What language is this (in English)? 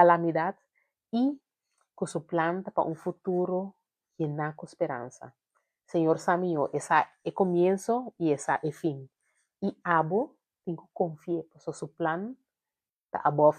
Papiamento